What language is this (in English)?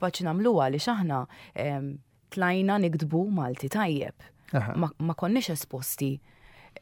Maltese